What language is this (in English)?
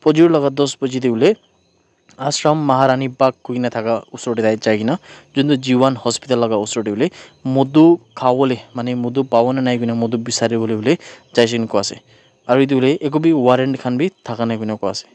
Naga Pidgin